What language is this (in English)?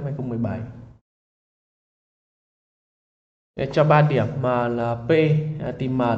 Vietnamese